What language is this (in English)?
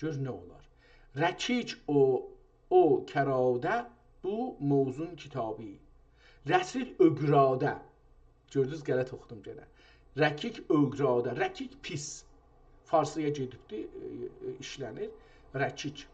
South Azerbaijani